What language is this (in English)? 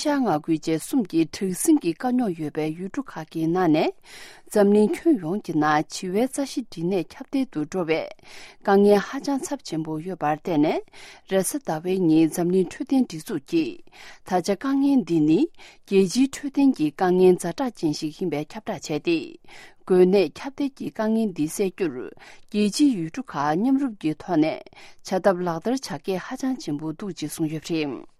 Tibetan